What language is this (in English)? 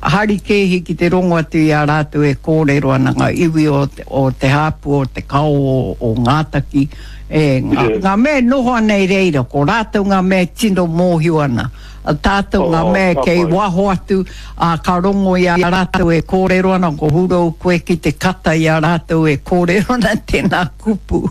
Māori